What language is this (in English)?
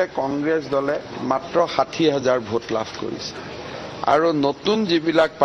Assamese